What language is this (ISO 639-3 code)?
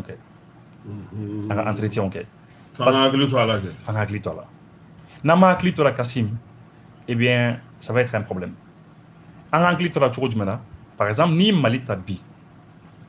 bam